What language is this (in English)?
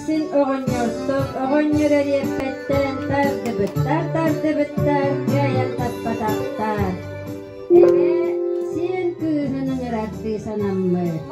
Yakut